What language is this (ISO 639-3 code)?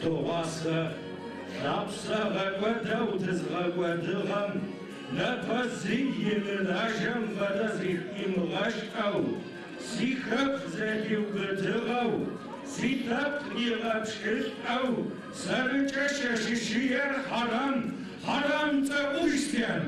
ady